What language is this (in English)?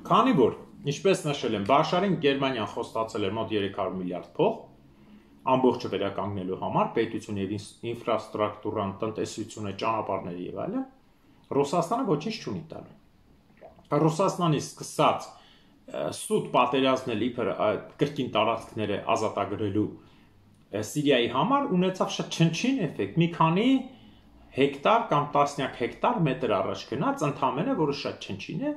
Armenian